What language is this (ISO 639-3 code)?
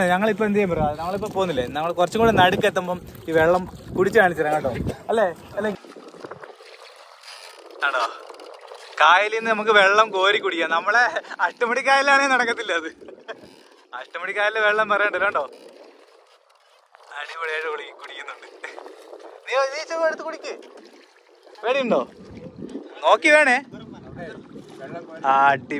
mal